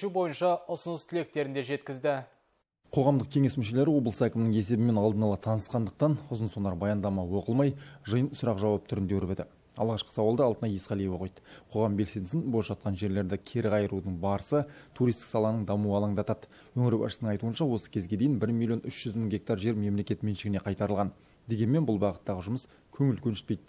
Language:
Kazakh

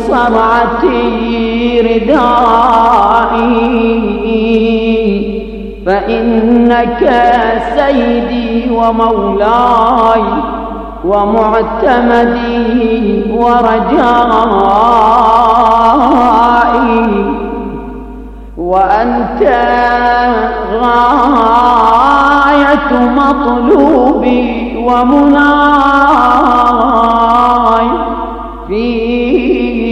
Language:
Arabic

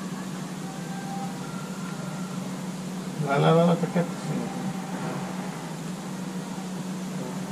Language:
Finnish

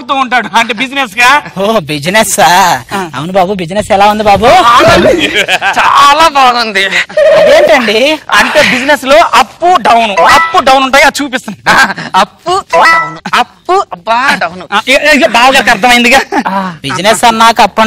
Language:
Telugu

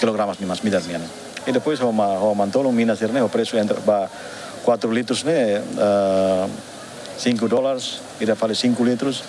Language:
Tetum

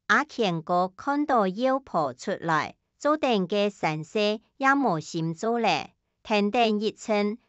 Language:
Hakka Chinese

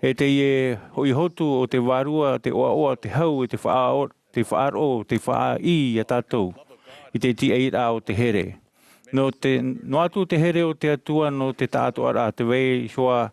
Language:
Tahitian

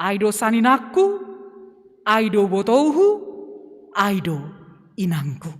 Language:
Batak Simalungun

